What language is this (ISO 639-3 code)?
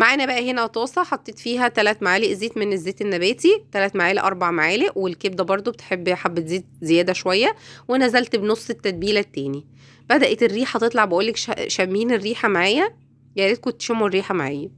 arz